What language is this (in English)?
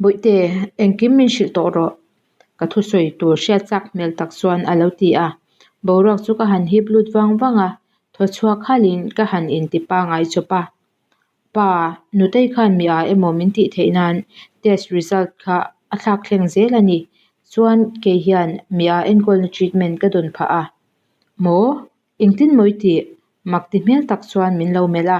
Mizo